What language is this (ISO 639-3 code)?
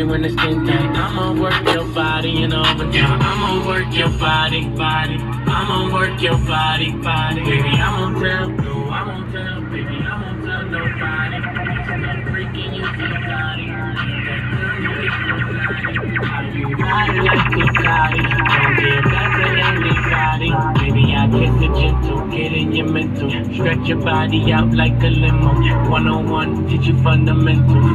eng